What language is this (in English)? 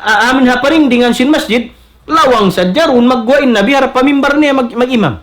Tausug